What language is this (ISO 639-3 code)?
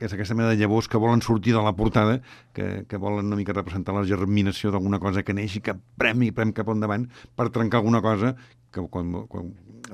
cat